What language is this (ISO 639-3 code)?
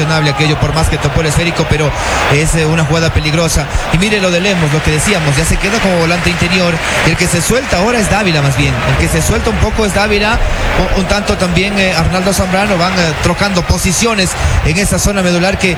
spa